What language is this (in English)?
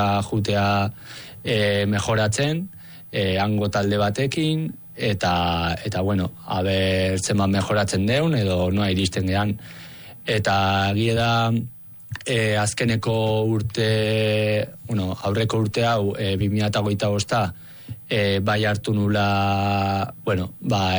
Basque